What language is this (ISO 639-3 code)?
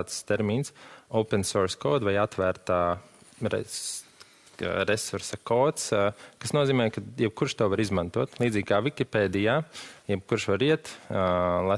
lav